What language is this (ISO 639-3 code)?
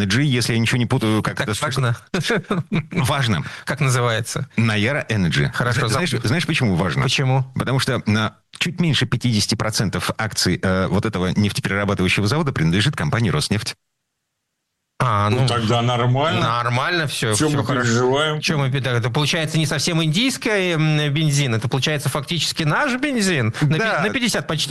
rus